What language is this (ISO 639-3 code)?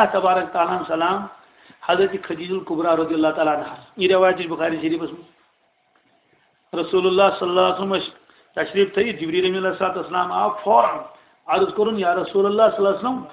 kas